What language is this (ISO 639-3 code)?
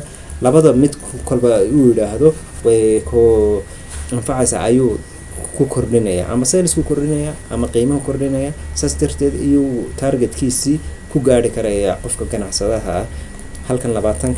som